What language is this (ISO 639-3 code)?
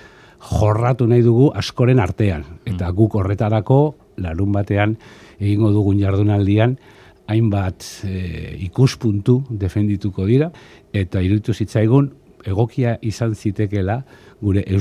eus